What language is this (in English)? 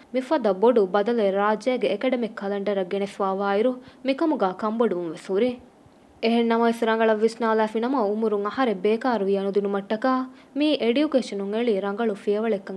Divehi